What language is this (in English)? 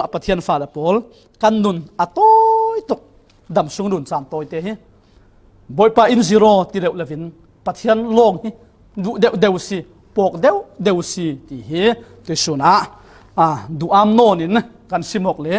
Falam Chin